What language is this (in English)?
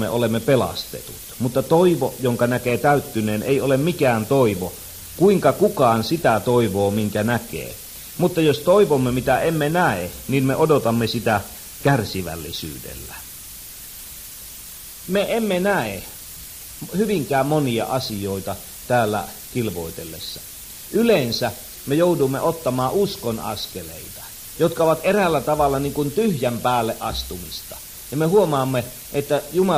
Finnish